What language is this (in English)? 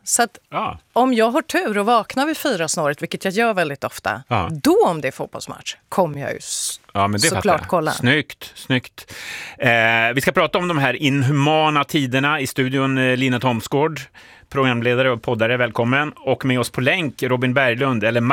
Swedish